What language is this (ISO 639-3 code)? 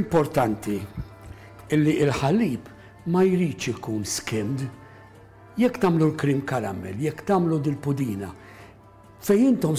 mlt